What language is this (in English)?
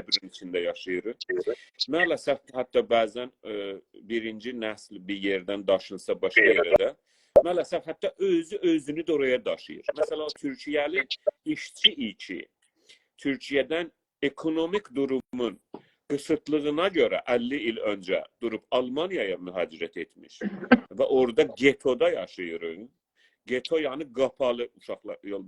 South Azerbaijani